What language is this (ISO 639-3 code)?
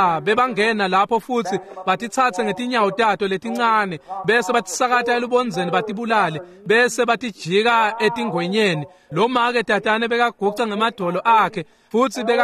ssw